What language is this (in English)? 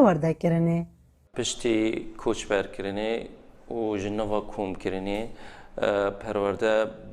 Kurdish